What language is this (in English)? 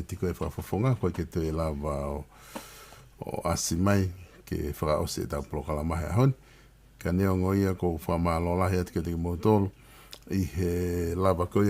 Tongan